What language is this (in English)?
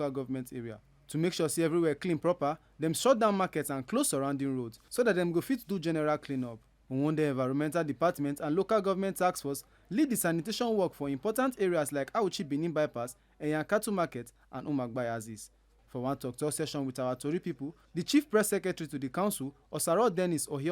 Nigerian Pidgin